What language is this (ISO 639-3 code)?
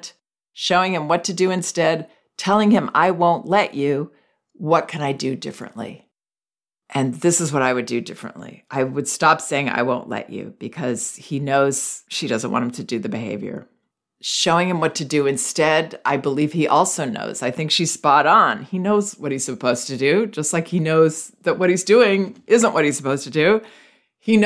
eng